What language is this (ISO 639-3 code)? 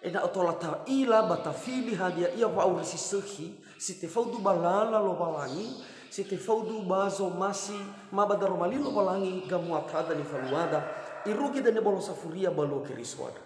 nia